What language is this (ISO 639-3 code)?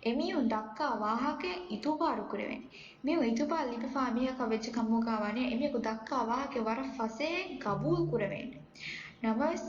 div